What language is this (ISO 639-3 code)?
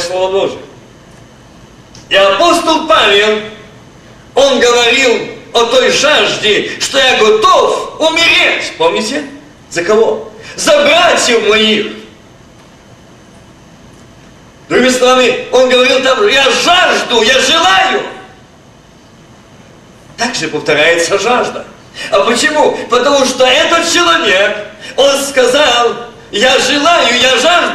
rus